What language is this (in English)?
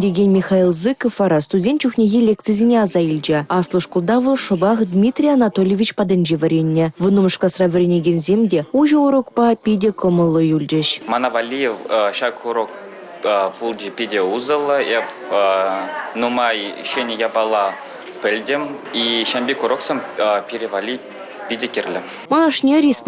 Chuvash